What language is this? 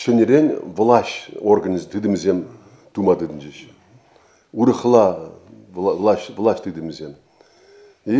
Chuvash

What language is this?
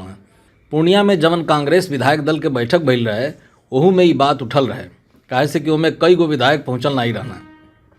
Bhojpuri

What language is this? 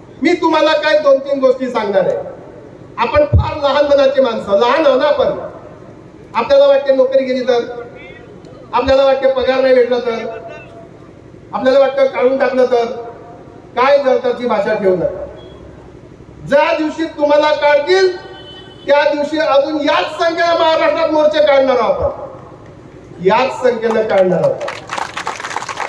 Marathi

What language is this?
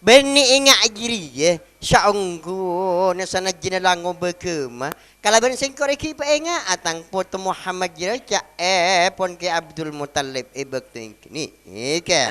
Madurese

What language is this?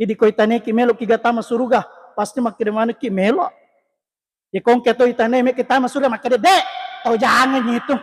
Buginese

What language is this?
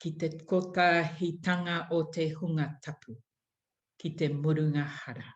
Māori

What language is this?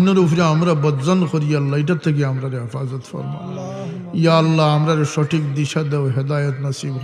Sylheti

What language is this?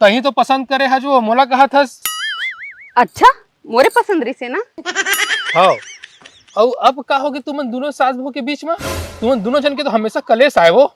Chhattisgarhi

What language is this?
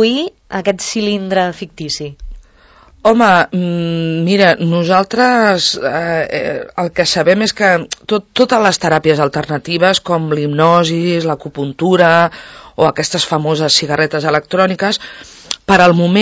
Catalan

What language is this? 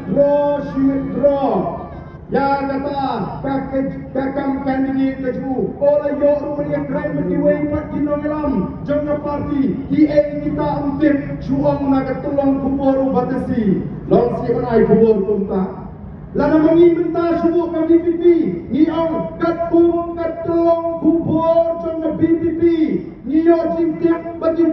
Khasi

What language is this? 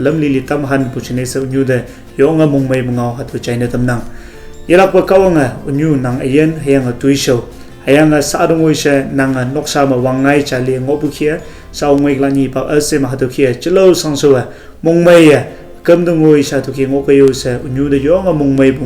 Konyak Naga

